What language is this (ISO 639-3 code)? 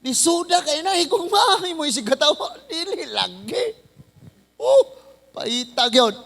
ceb